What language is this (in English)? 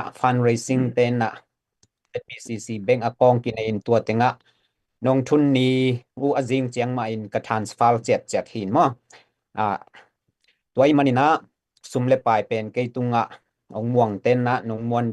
Tedim Chin